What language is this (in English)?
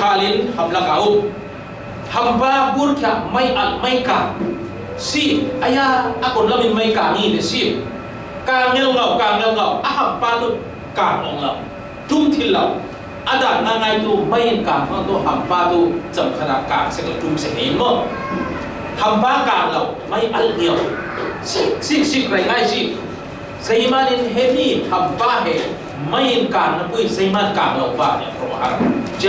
Falam Chin